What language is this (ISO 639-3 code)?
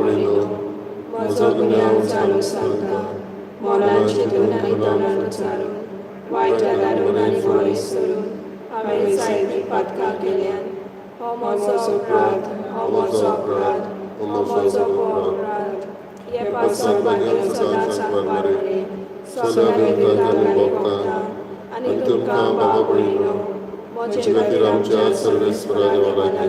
kok